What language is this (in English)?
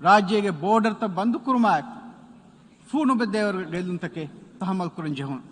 Divehi